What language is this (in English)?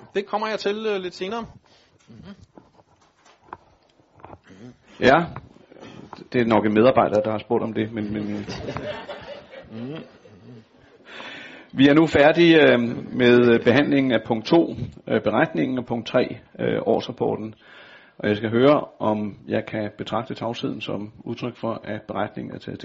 Danish